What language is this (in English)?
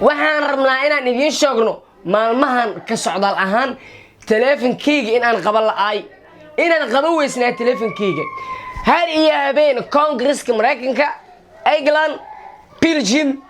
Somali